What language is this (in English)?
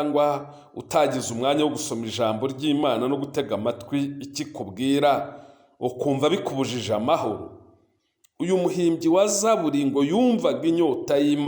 Kinyarwanda